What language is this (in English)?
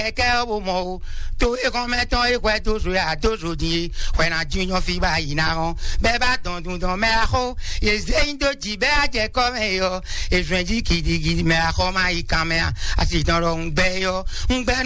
Fon